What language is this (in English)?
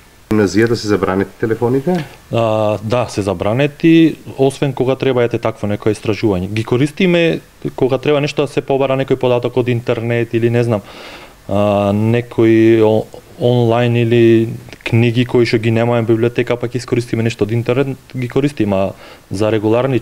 Macedonian